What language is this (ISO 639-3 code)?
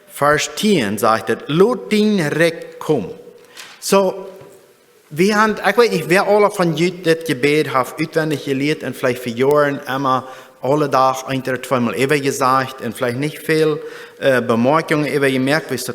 pdt